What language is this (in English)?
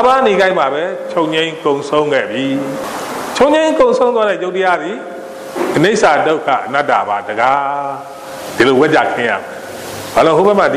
Burmese